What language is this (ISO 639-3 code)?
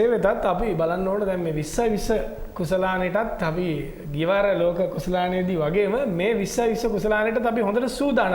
sin